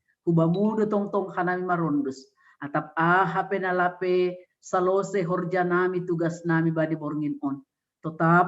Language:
Batak Simalungun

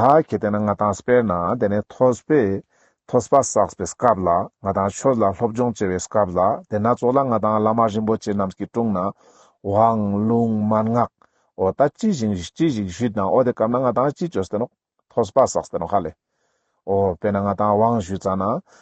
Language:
Ladakhi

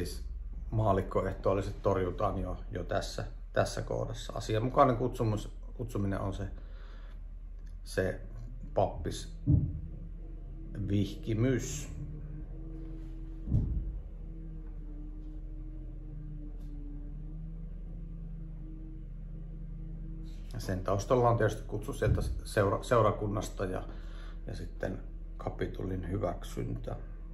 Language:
Finnish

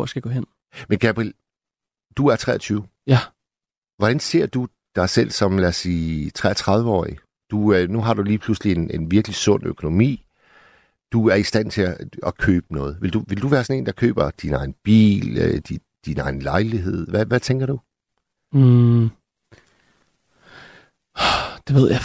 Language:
Danish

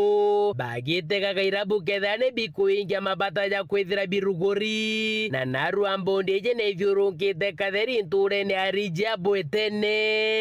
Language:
Meru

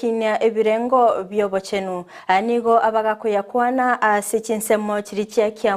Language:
Gusii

